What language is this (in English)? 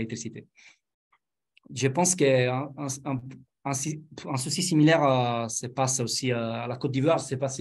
French